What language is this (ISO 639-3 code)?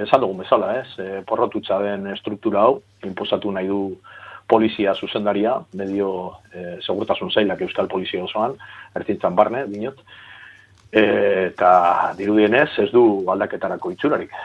eus